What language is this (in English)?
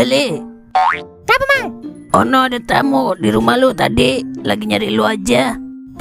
Betawi